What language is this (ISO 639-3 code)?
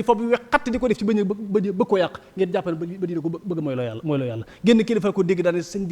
wol